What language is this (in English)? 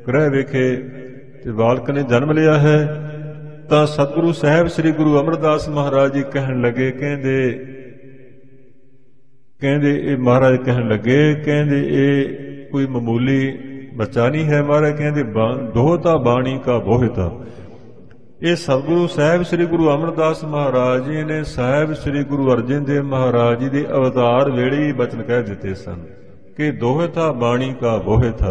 Punjabi